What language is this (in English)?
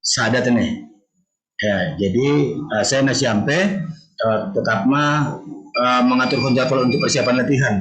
Batak Simalungun